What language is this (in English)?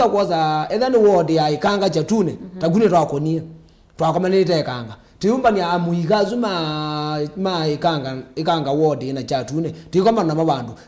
Kamba